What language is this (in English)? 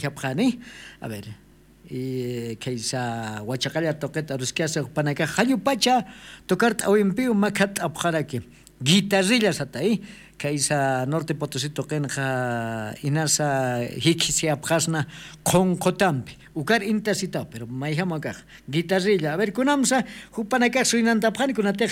Aymara